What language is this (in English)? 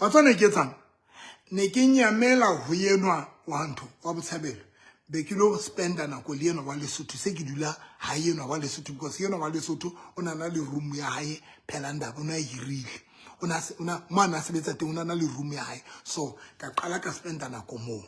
Southern Sotho